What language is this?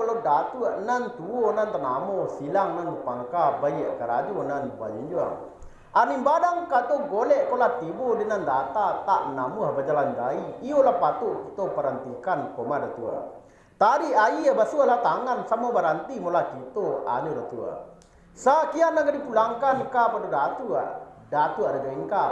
Minangkabau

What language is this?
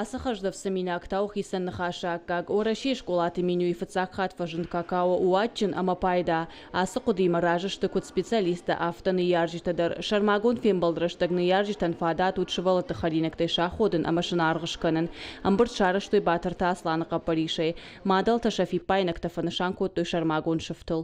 Ossetic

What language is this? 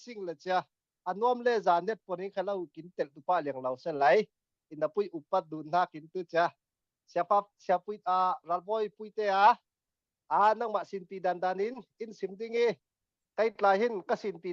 Falam Chin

